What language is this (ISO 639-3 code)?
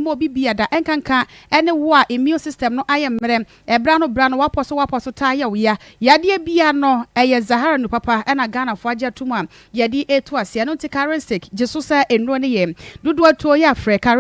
aka